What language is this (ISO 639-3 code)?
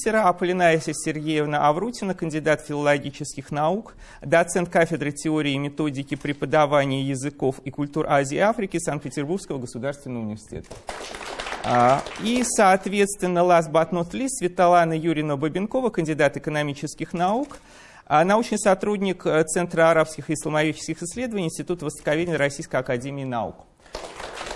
rus